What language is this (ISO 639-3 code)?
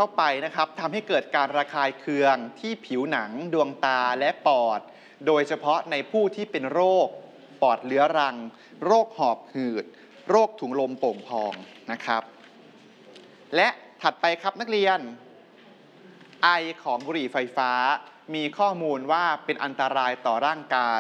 tha